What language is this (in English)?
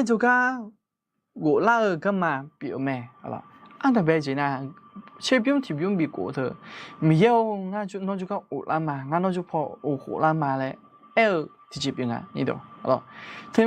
Akha